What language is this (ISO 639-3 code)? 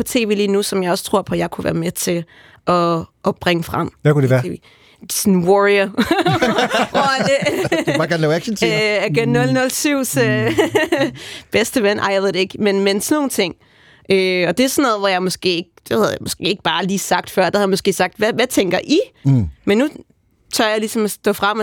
dan